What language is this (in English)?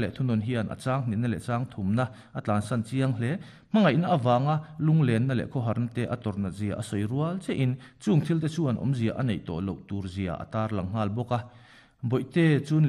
Mizo